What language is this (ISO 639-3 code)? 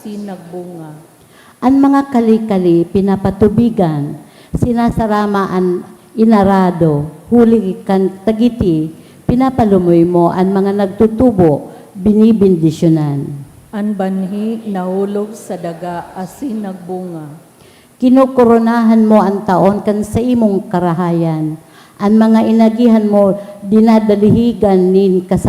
bik